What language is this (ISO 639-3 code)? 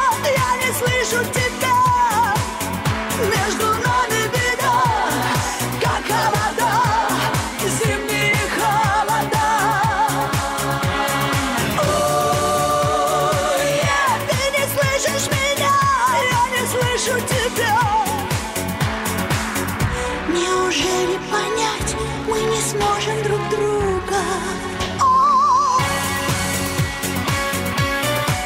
rus